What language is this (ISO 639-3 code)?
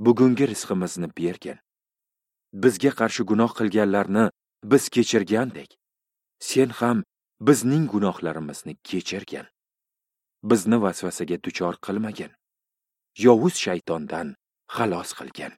uzb